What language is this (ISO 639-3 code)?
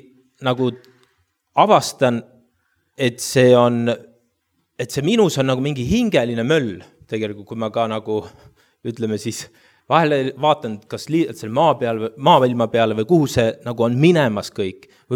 est